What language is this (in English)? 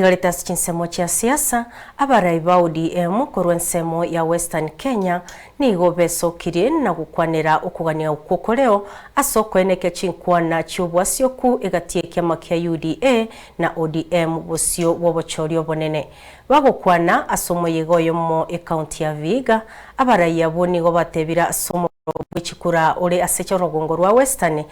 Gusii